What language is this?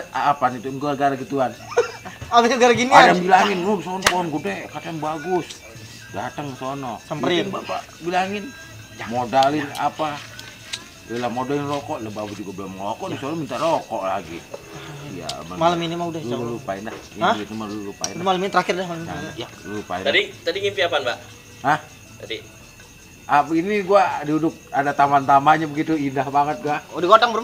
Betawi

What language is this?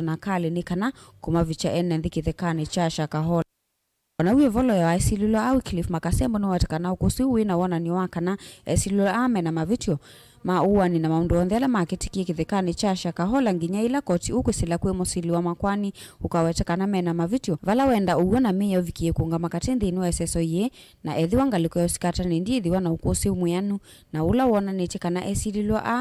Kamba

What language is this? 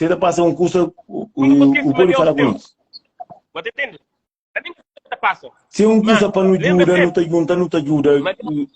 Kabuverdianu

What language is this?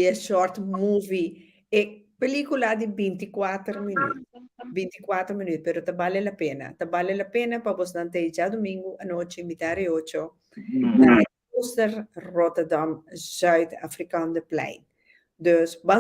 Papiamento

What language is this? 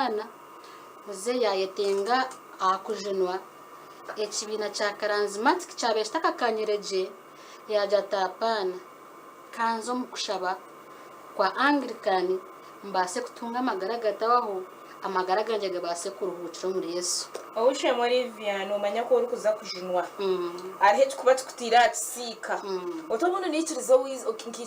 Nyankole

